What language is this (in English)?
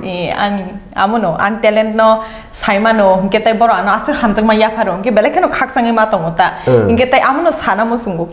Kok Borok